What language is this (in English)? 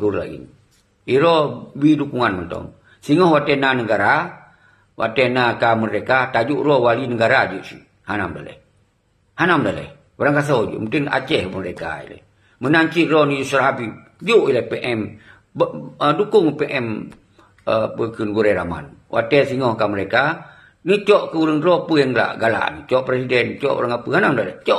Achinese